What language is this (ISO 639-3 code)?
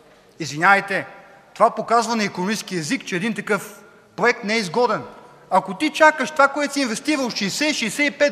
bul